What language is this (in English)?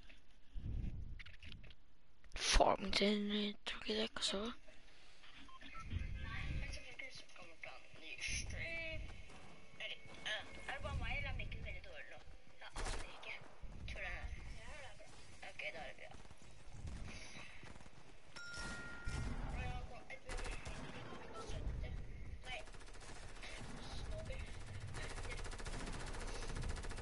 Norwegian